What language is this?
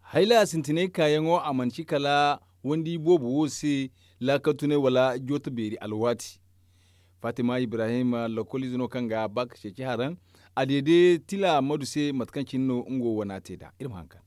Zarma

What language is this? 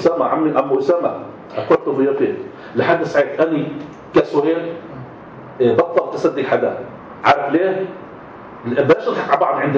North Levantine Arabic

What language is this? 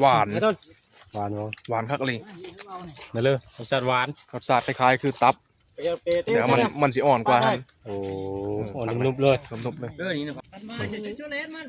Northeastern Thai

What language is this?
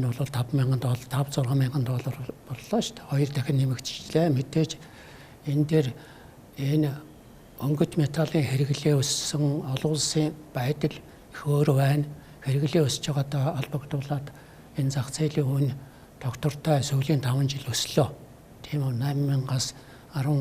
Mongolian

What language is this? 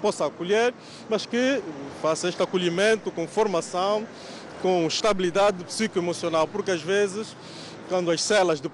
Portuguese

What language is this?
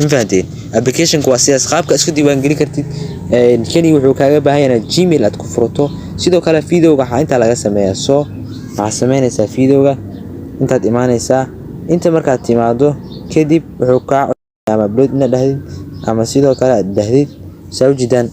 Somali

